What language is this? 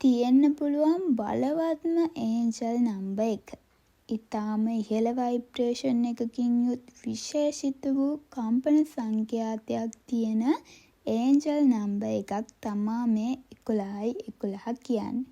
Sinhala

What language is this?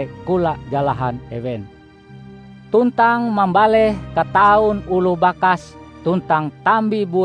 Ngaju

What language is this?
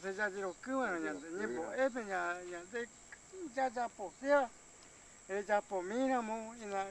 Guarani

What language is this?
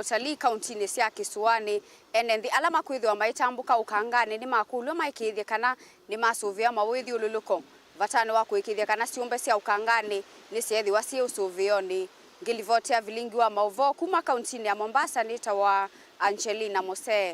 Kamba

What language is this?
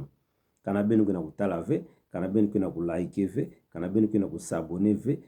Kituba (Democratic Republic of Congo)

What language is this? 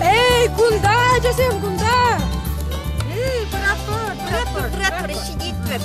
Chuvash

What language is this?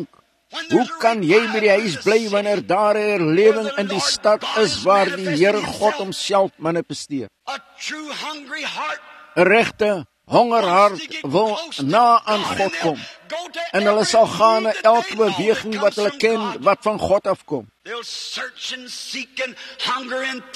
Afrikaans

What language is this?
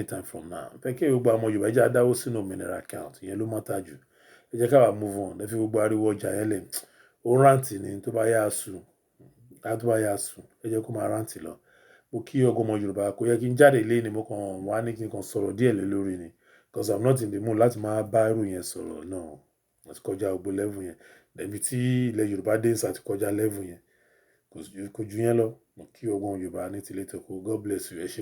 Yoruba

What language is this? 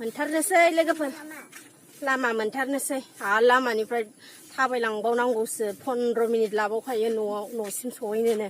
Bodo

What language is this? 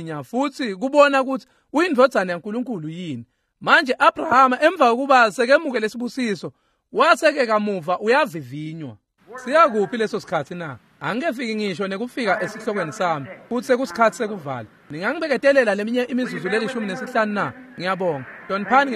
Swati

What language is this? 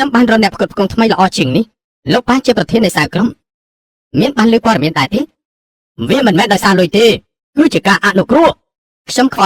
Khmer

